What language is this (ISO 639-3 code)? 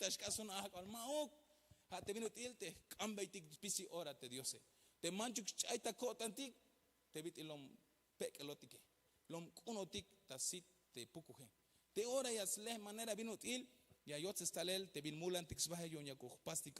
tzh